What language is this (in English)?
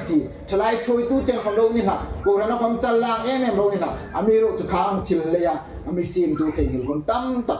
Hmar